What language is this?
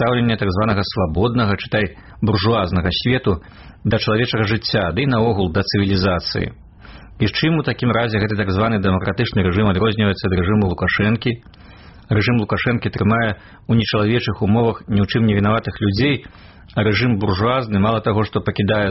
Belarusian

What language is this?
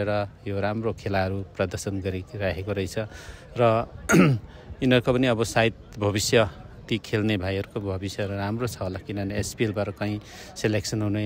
Nepali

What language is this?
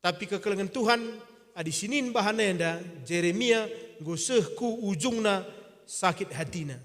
Batak Karo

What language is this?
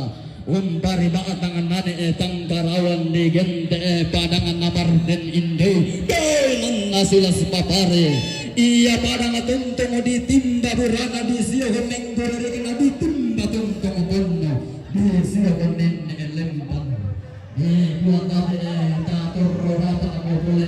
Toraja-Sa'dan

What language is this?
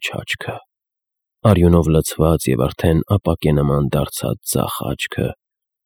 Armenian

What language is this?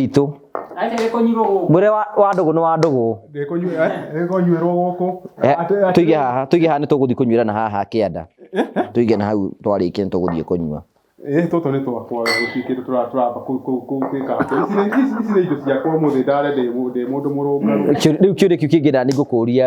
Kikuyu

